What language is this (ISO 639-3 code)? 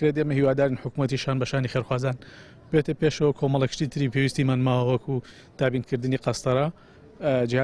ckb